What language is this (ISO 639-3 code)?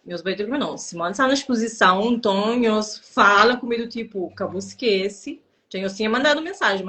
kea